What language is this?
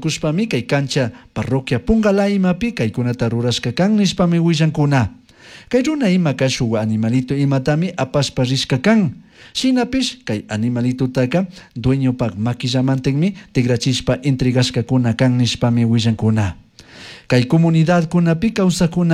Chimborazo Highland Quichua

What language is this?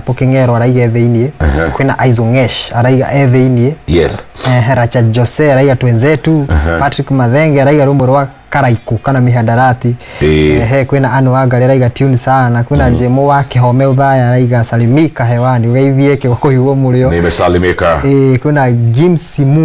Kikuyu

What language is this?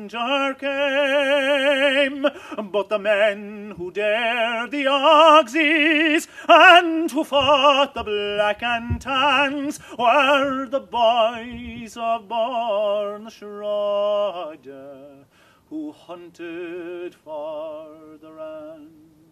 English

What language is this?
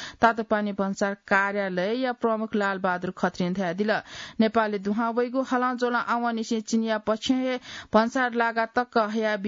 Newari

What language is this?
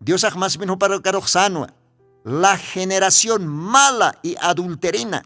Aymara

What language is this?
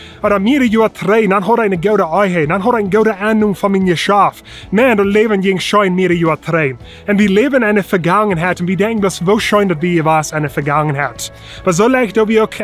Plautdietsch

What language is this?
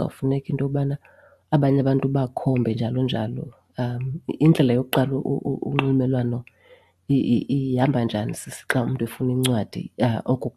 Xhosa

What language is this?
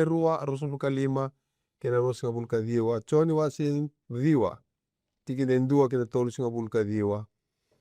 Fijian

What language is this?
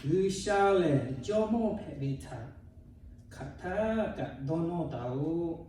Lahu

